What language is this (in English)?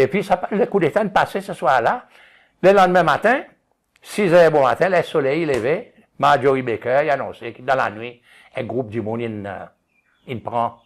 Seselwa Creole French